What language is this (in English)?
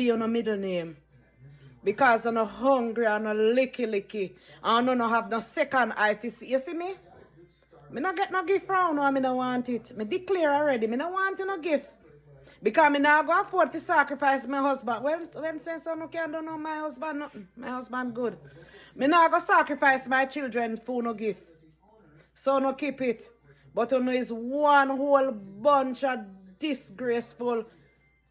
Jamaican Creole English